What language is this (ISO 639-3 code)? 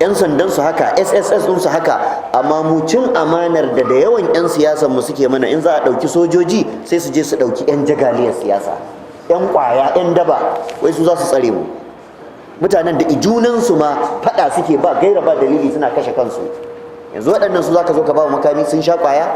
hau